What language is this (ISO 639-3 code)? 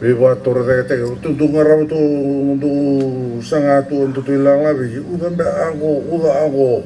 fij